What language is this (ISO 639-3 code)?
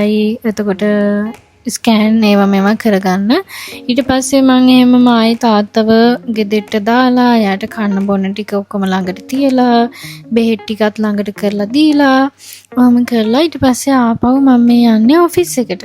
sin